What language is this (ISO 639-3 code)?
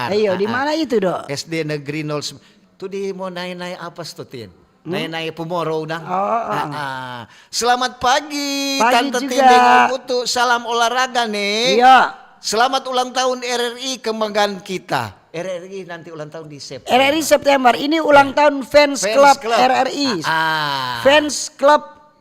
xmm